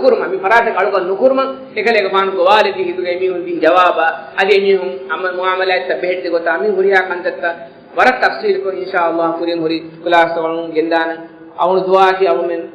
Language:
Divehi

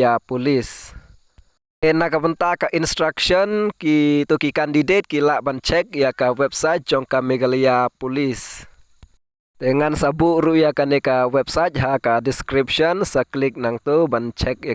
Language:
Khasi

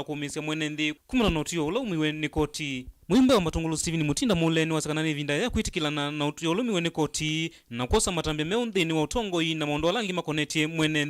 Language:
Kamba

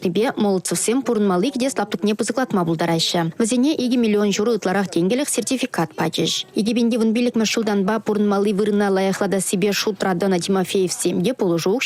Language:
Chuvash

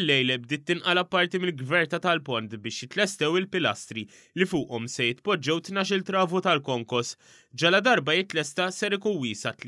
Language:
Maltese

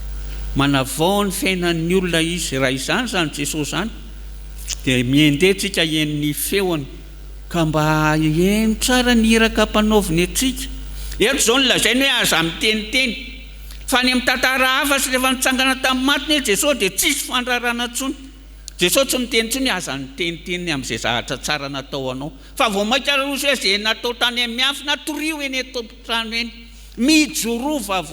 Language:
Malagasy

